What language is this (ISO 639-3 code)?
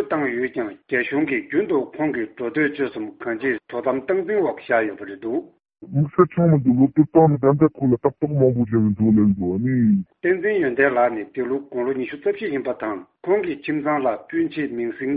bod